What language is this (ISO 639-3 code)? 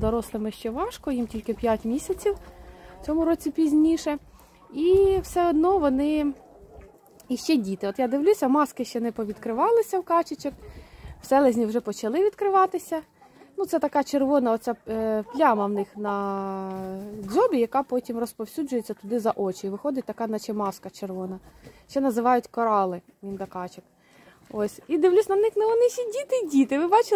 ukr